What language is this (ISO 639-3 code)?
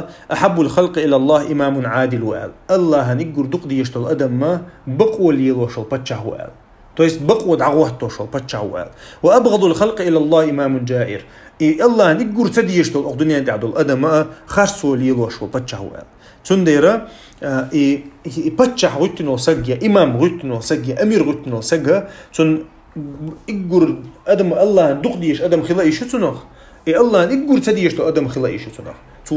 che